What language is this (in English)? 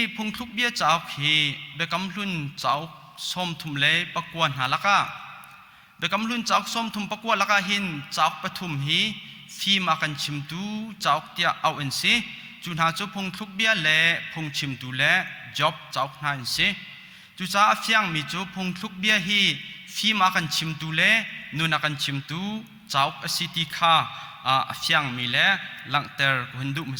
Hakha Chin